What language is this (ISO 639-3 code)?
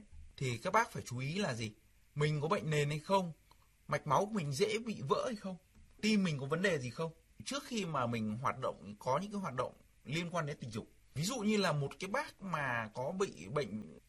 vie